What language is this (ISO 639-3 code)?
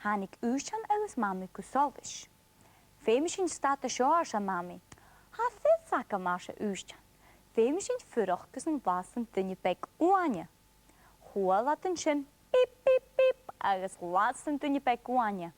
gla